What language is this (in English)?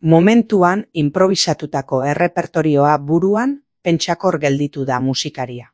Basque